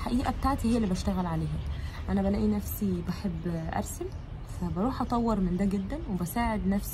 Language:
Egyptian Arabic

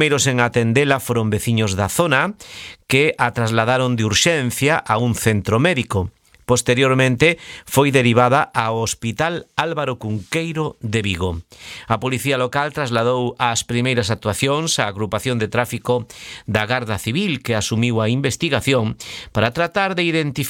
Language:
Galician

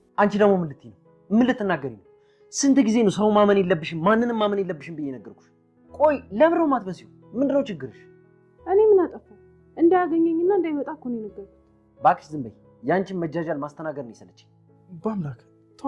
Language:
Amharic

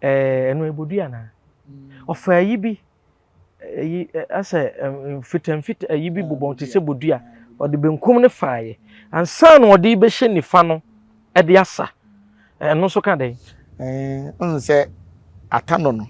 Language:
Akan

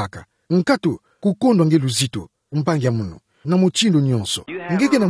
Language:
Kituba (Democratic Republic of Congo)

